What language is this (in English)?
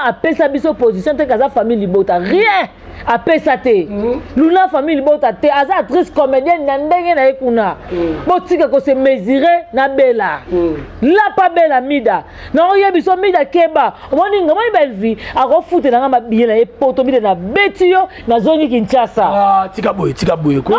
Lingala